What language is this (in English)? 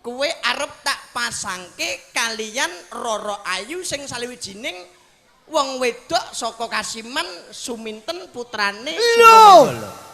Javanese